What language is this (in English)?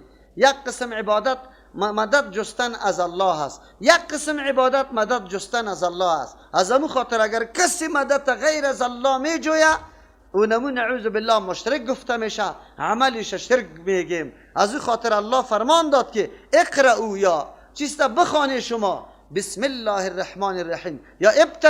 Persian